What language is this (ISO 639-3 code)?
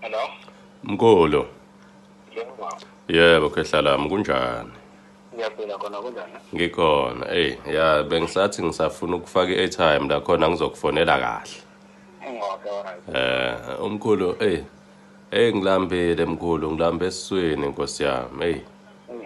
zul